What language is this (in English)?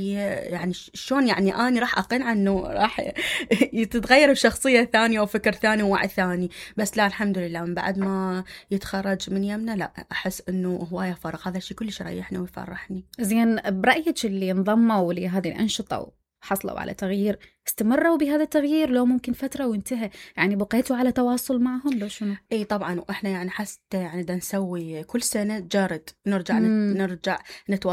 Mesopotamian Arabic